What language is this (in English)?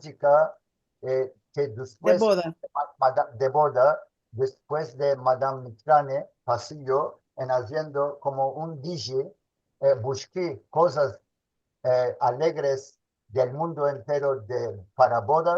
Ladino